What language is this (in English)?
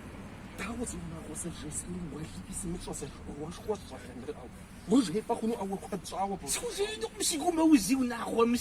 Kabardian